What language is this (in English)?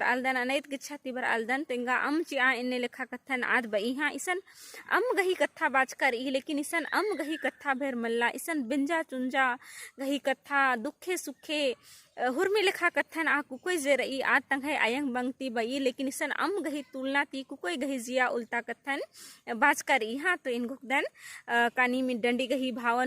Kurukh